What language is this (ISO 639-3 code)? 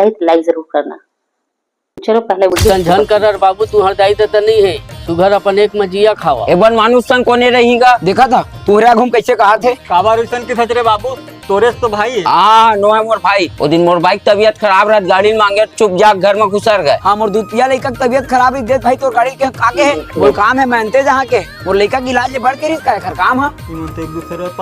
hne